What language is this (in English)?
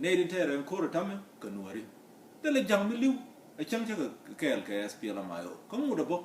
Nuer